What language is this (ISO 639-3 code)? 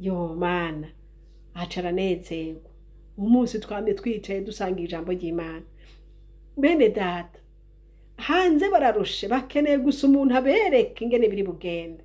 run